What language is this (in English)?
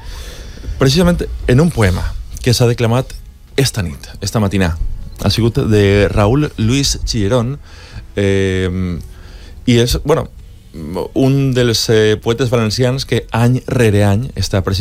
Catalan